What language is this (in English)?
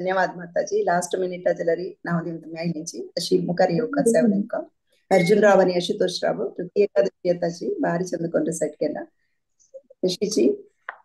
Konkani